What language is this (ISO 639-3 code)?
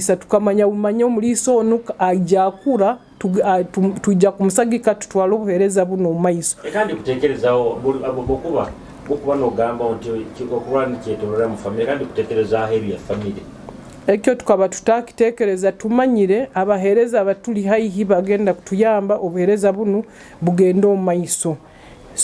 nyo